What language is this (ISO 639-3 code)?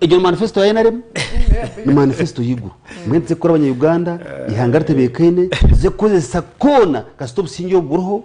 nyn